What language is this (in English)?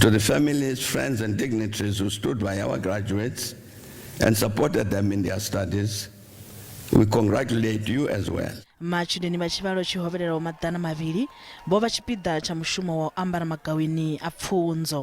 Venda